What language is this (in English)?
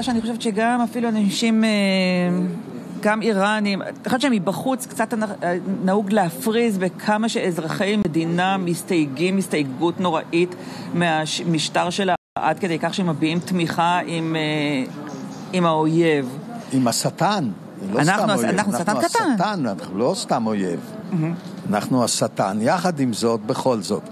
Hebrew